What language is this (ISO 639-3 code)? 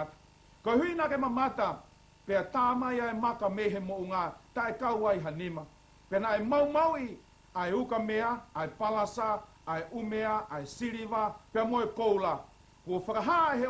ton